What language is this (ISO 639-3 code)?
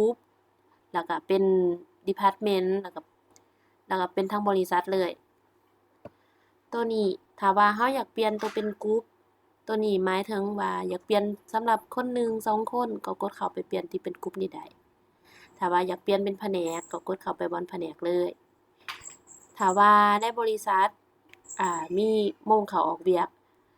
lao